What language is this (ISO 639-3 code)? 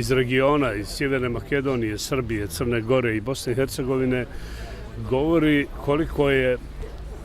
bos